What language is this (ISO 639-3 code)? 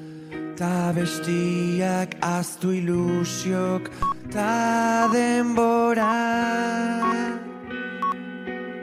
eus